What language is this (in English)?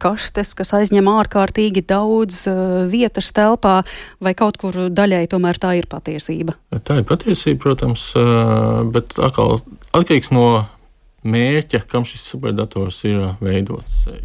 Latvian